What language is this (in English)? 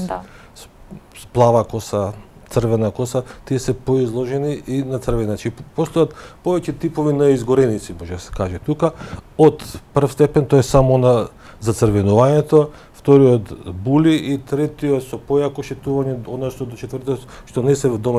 Macedonian